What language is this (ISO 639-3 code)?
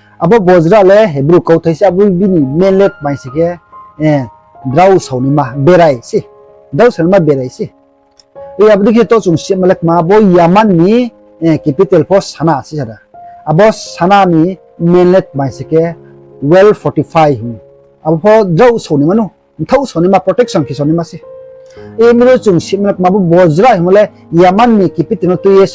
ria